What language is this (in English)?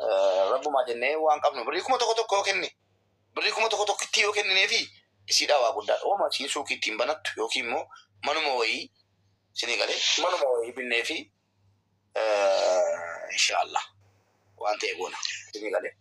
Oromo